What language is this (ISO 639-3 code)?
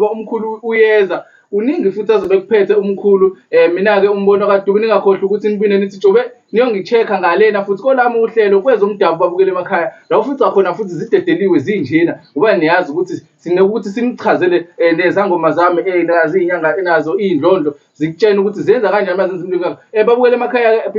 zul